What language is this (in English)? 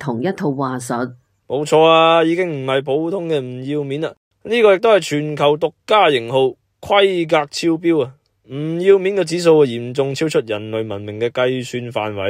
Cantonese